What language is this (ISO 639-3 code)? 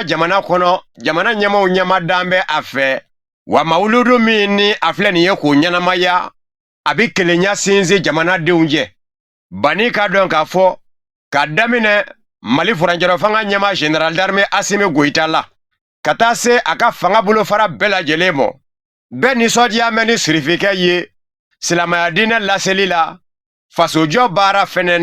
bam